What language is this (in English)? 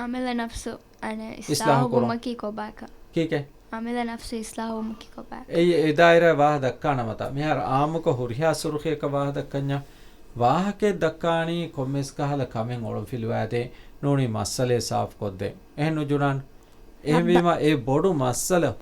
Divehi